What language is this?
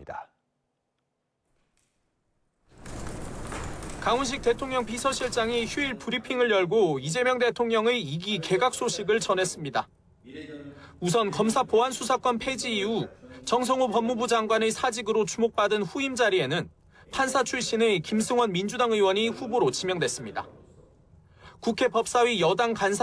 Korean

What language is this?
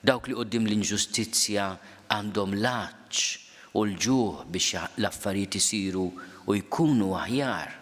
Maltese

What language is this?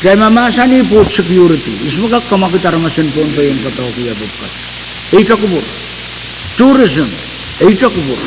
Pohnpeian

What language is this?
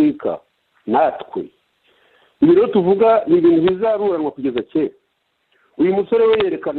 Kinyarwanda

